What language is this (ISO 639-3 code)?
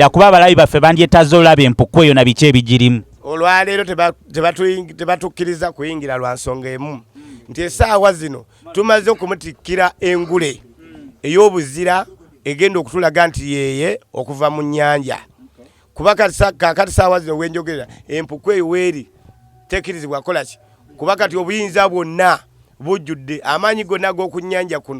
lug